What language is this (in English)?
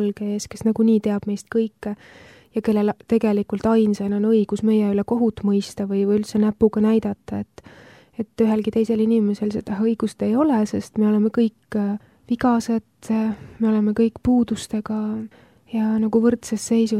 Estonian